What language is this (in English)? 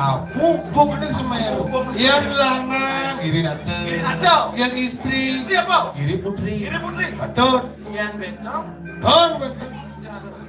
Balinese